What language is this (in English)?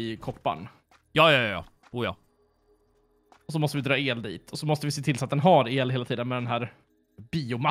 Swedish